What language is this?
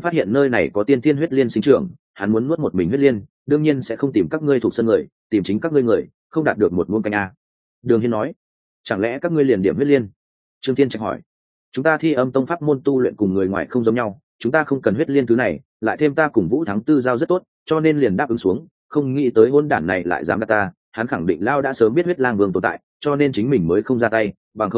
Vietnamese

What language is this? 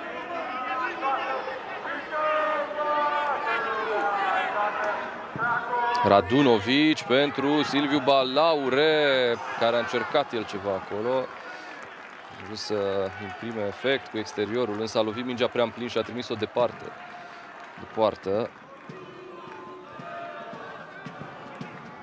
Romanian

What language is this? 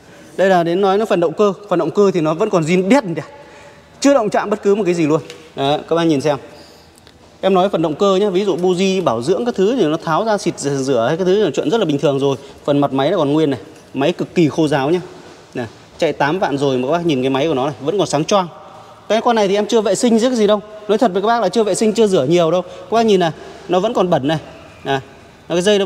Vietnamese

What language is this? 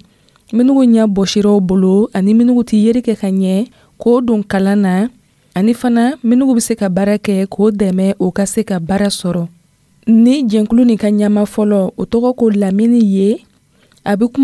Dyula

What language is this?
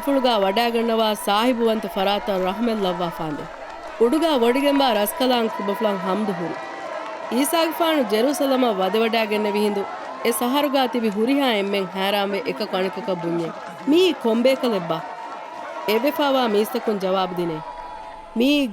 Divehi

